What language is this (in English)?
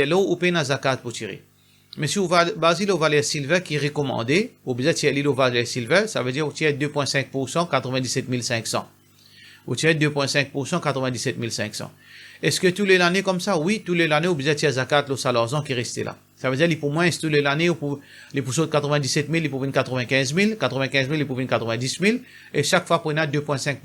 Morisyen